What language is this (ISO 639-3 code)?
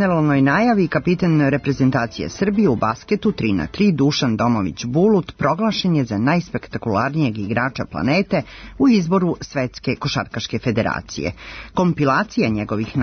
srp